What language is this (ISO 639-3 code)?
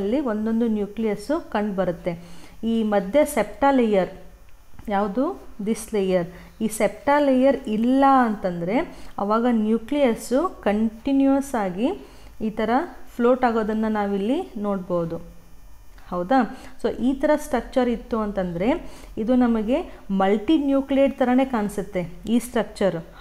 kan